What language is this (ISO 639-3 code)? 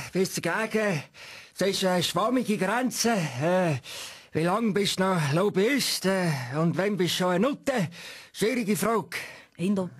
gsw